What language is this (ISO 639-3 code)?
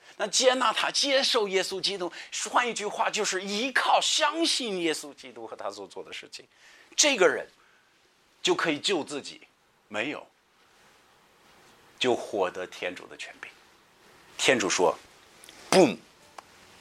zho